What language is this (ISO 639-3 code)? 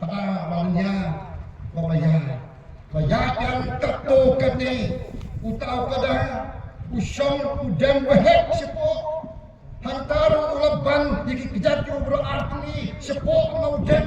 kha